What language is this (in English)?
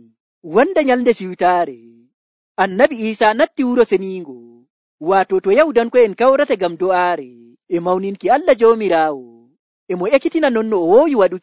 Nigerian Fulfulde